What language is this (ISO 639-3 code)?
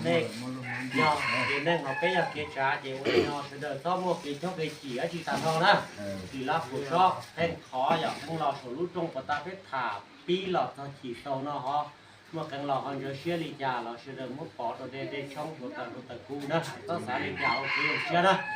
hmn